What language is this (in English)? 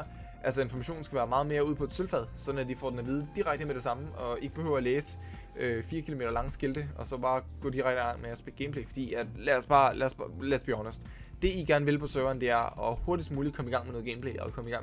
Danish